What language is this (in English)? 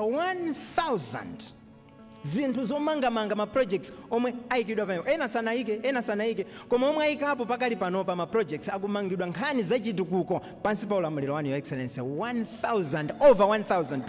Nyanja